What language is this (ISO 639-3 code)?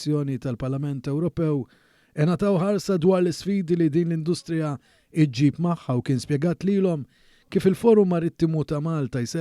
mlt